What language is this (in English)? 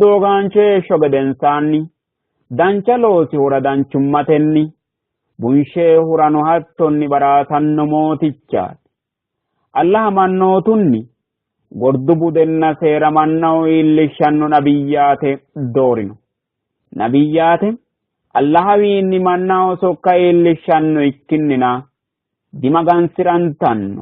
Sidamo